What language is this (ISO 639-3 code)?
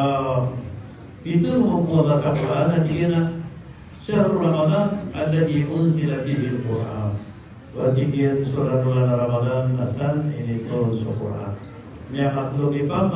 mrw